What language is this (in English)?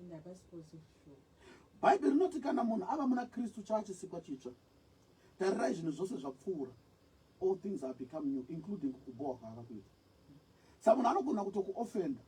Shona